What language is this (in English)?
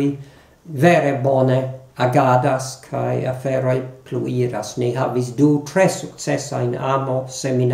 Esperanto